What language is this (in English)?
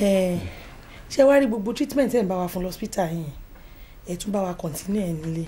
Yoruba